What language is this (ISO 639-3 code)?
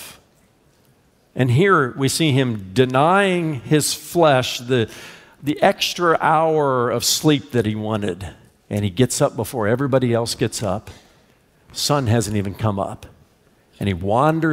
eng